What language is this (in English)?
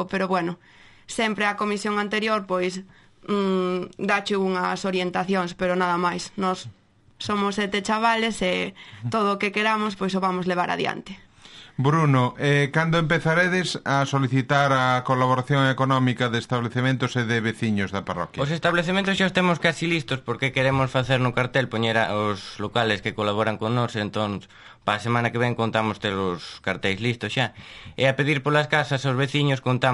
Galician